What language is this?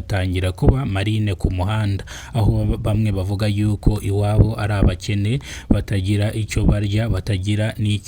Kinyarwanda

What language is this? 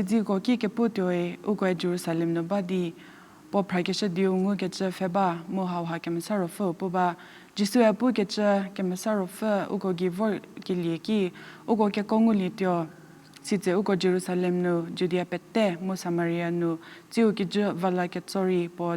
Angami Naga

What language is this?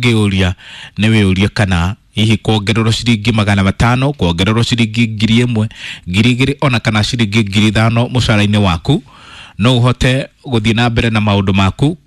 Kikuyu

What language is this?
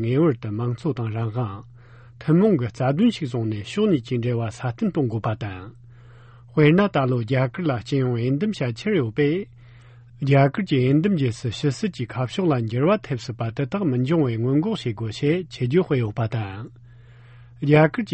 Tibetan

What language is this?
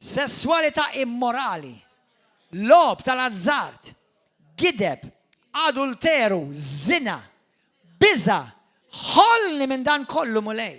Maltese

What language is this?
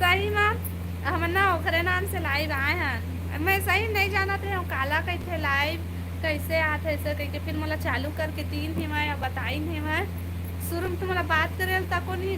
Chhattisgarhi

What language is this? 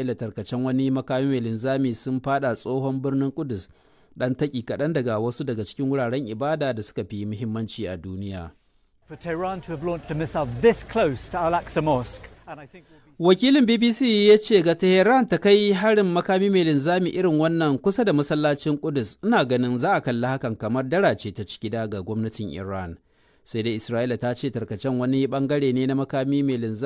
Hausa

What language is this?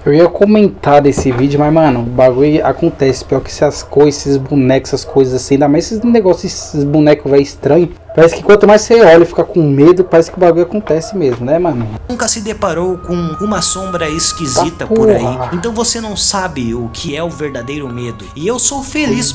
Portuguese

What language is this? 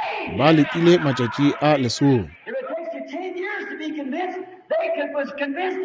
Northern Sotho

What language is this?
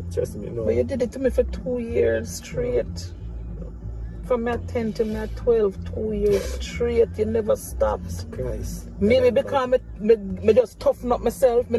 Jamaican Creole English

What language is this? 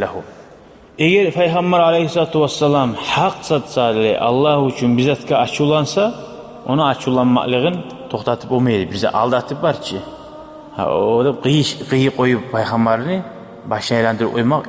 Kumyk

